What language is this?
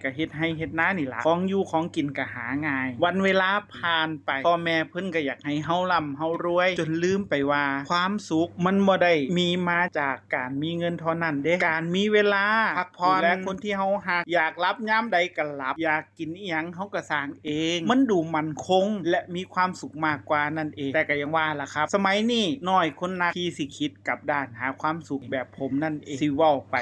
Northeastern Thai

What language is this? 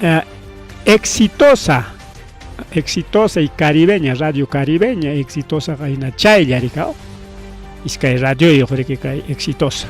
Ayacucho Quechua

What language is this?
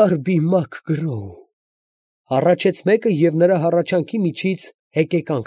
Armenian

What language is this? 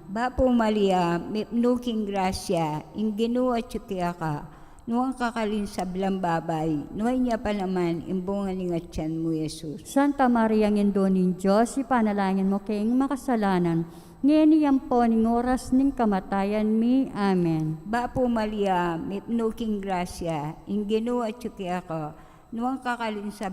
Pampanga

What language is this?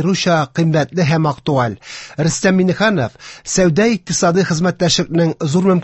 Tatar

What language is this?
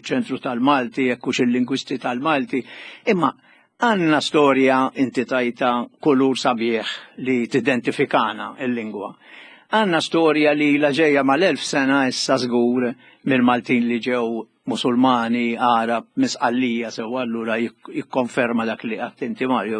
Maltese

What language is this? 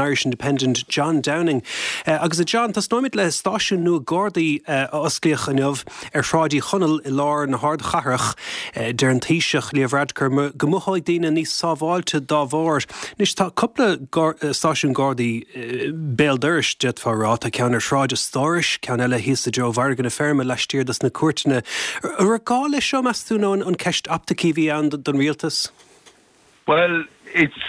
Irish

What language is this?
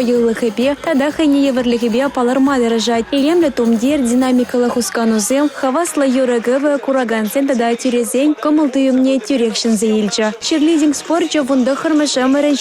Chuvash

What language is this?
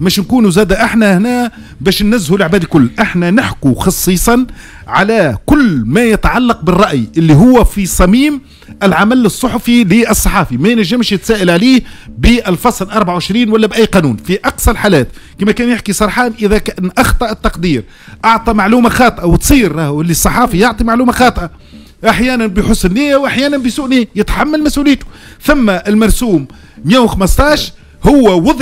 Tunisian Arabic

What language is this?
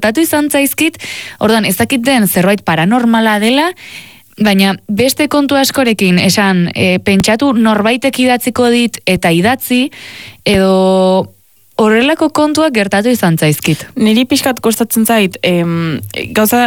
Basque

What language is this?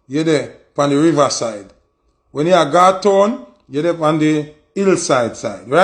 Jamaican Creole English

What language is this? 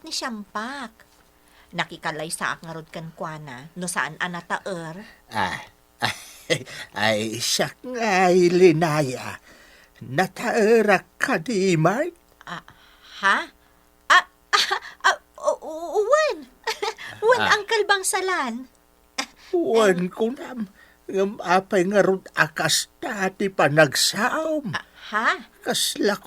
Iloko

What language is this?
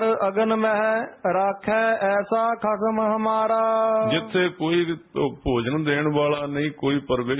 Punjabi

